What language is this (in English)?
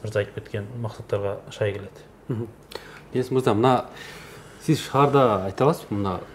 Kyrgyz